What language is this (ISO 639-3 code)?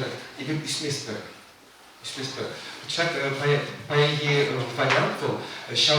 chv